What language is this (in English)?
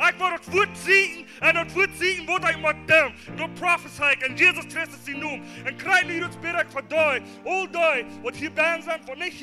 Plautdietsch